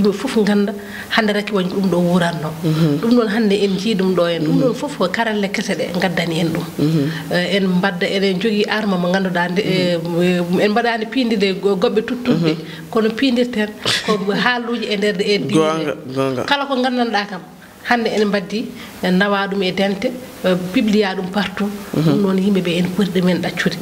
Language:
Fula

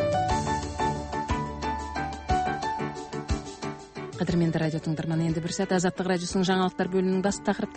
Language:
Kazakh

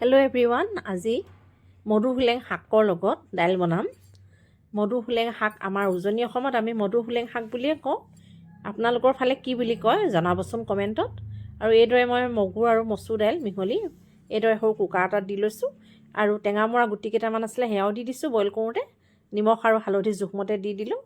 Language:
Assamese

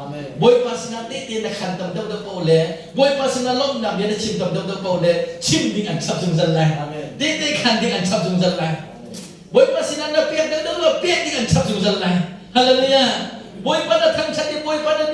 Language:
Hakha Chin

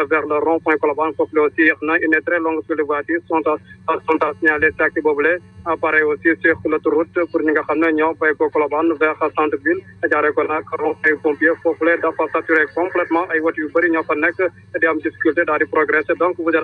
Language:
Wolof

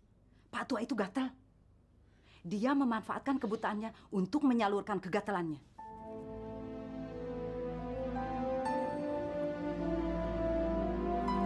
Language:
Indonesian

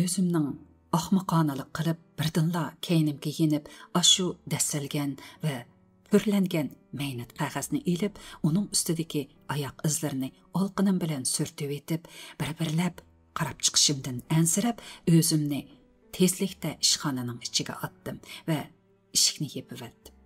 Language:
Uyghur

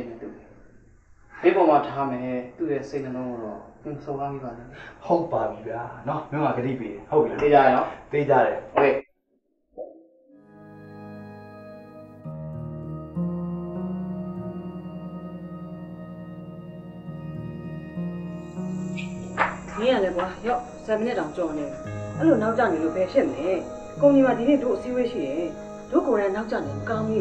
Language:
Burmese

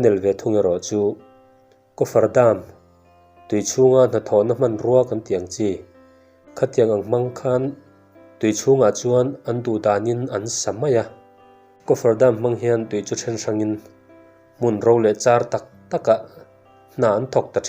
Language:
Mizo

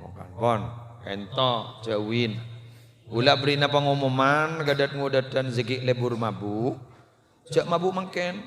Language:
Madurese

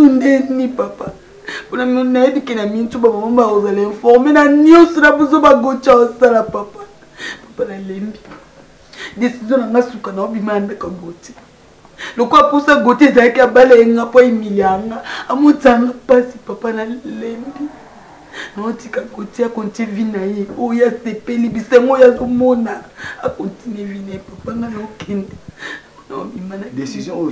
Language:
Lingala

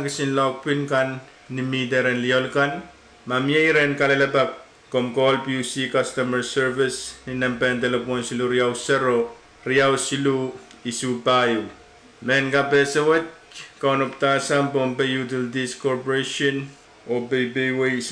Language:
Pohnpeian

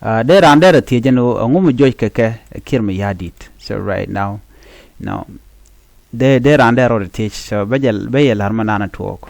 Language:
Nuer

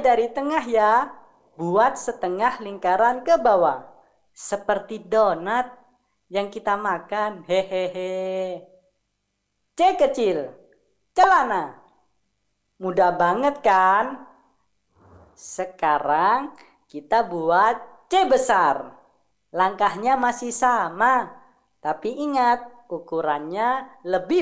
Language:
Indonesian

